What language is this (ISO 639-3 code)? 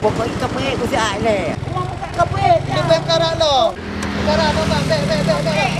ace